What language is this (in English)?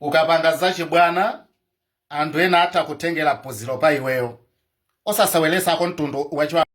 Nyanja